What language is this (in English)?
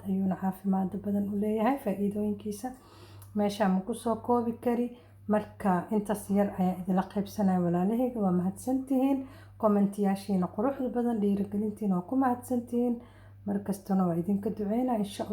Somali